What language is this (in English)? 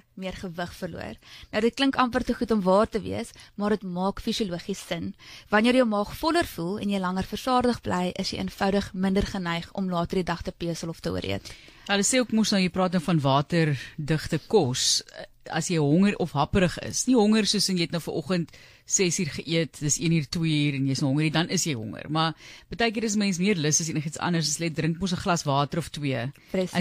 Afrikaans